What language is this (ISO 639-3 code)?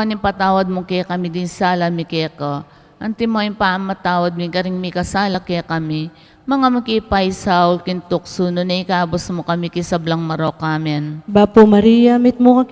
pam